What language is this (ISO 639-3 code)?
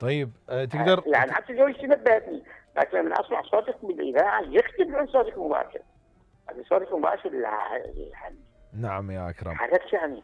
acm